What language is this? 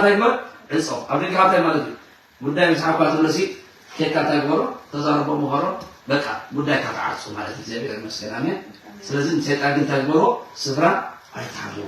Tigrinya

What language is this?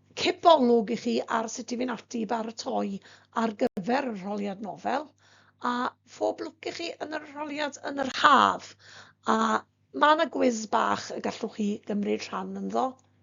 Welsh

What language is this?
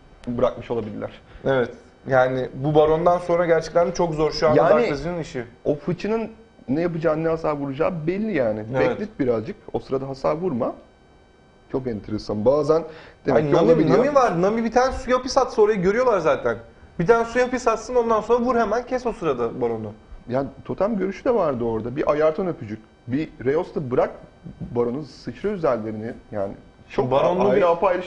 Turkish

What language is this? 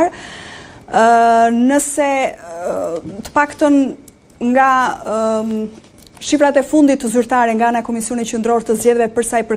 Albanian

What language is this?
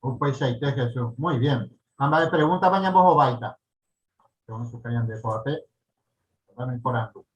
Guarani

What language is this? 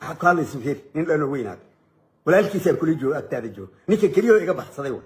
Somali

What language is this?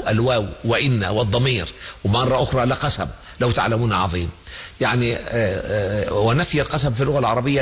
Arabic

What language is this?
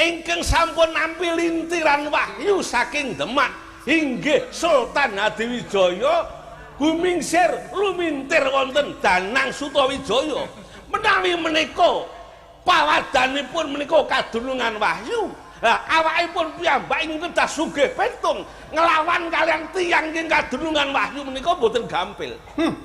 Javanese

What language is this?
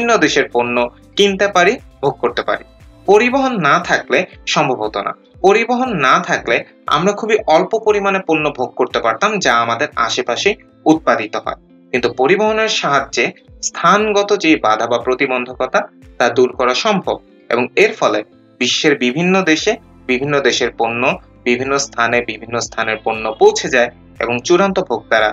Bangla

